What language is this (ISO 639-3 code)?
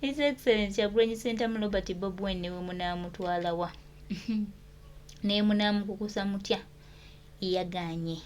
lug